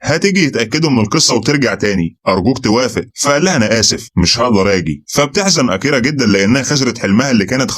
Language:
Egyptian Arabic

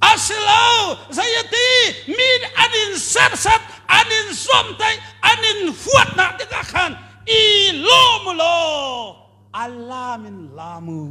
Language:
Hakha Chin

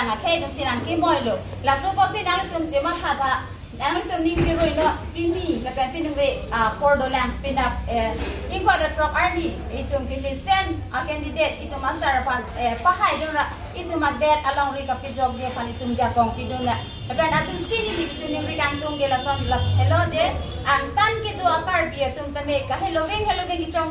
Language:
Karbi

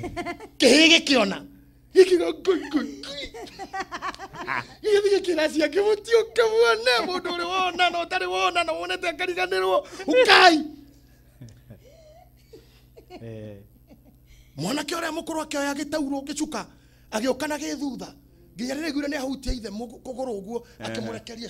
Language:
Kikuyu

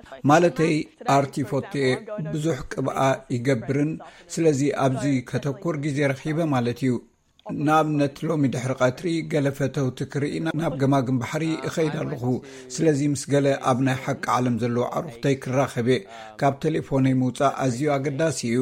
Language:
Tigrinya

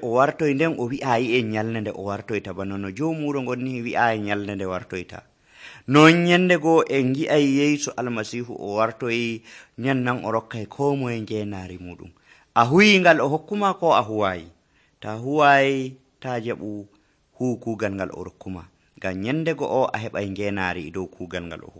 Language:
Nigerian Fulfulde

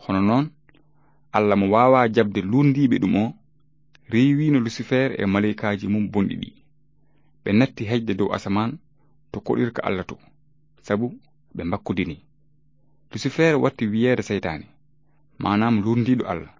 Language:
Fula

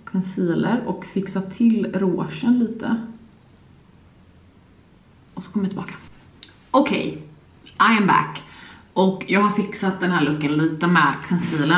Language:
Swedish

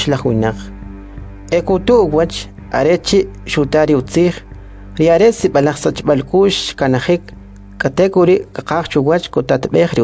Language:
Kʼicheʼ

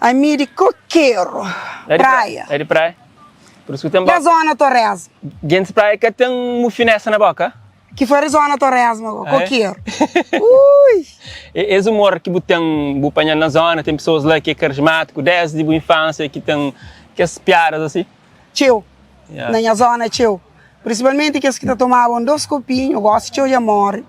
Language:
Kabuverdianu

